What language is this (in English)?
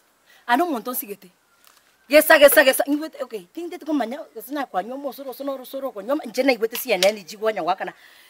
Gusii